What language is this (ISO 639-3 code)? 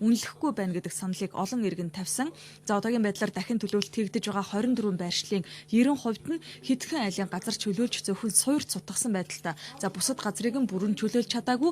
mon